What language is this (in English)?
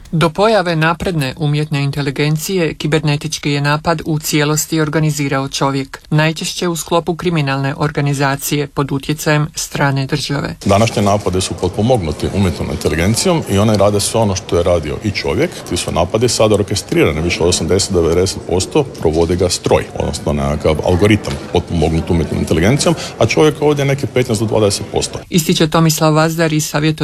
Croatian